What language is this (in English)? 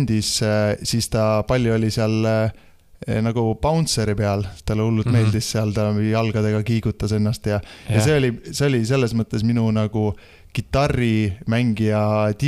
Estonian